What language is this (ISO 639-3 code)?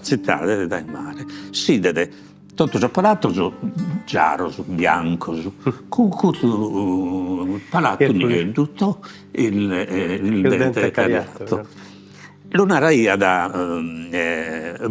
srd